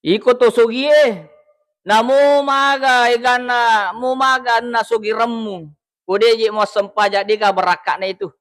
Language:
Buginese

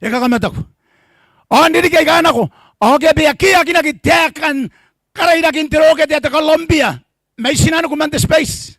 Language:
Gilbertese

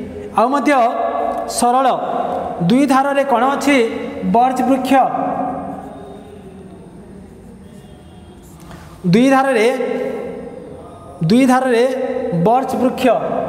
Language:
Odia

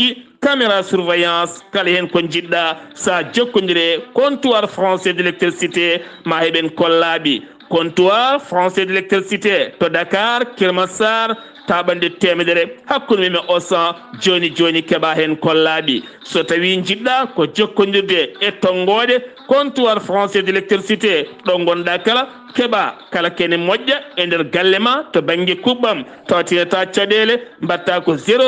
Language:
Fula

